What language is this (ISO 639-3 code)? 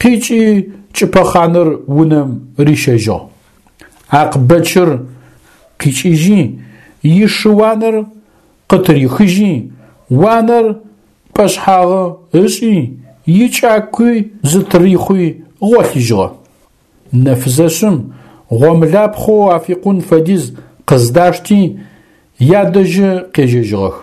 ady